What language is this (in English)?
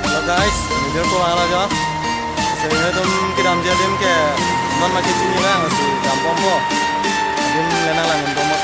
Karbi